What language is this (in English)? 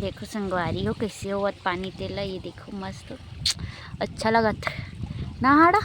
Chhattisgarhi